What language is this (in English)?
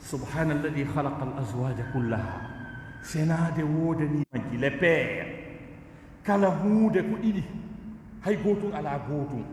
Fula